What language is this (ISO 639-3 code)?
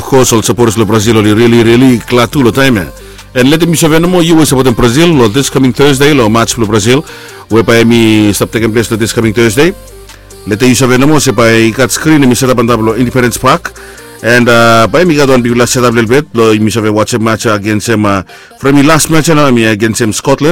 bis